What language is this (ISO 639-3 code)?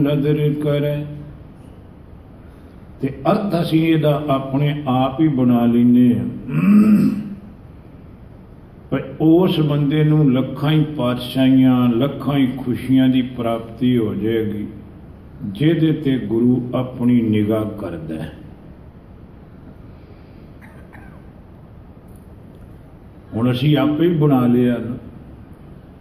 pan